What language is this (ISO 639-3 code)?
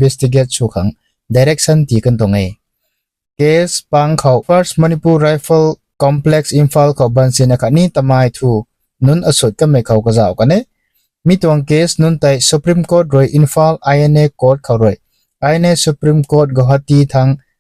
nbu